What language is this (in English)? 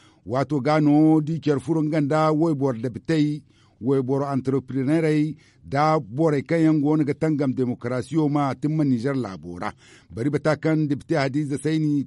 Zarma